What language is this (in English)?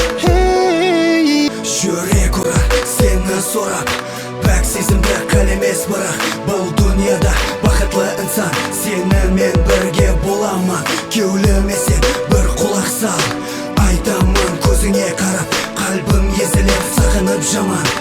Kara-Kalpak